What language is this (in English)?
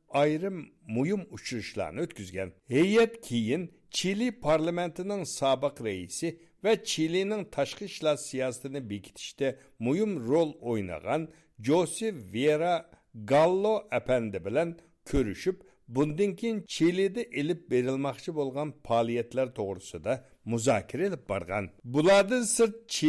Uyghur